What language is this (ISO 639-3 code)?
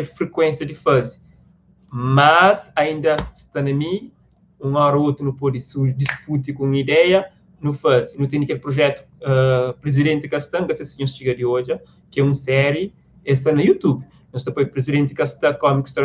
kea